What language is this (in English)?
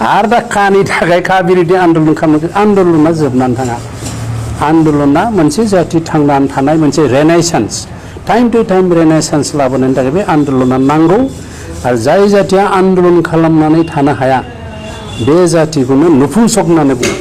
Bodo